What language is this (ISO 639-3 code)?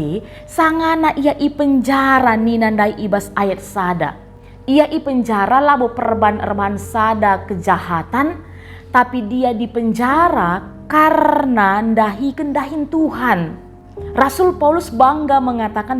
btx